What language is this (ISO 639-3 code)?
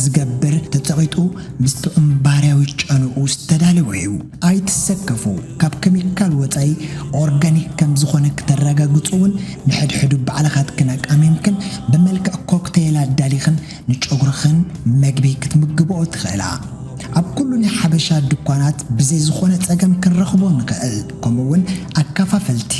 tir